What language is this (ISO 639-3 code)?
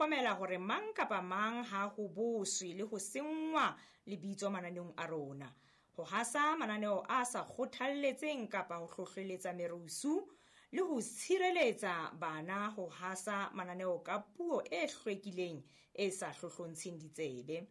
sot